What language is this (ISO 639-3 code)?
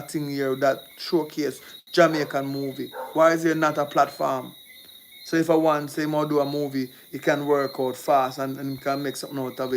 jam